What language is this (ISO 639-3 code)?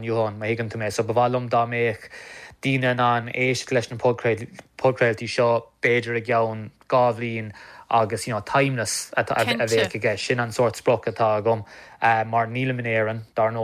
gle